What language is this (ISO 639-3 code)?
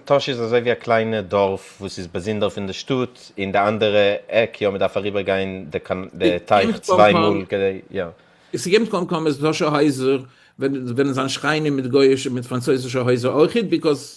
yid